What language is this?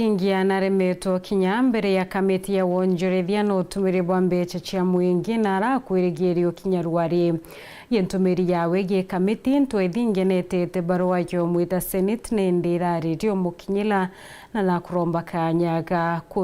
Meru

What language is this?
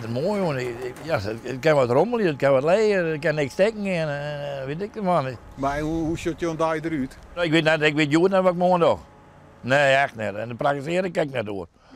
Western Frisian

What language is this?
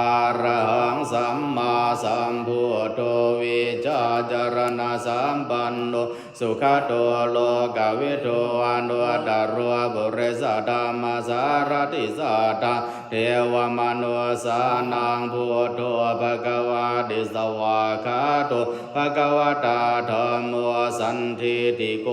Pali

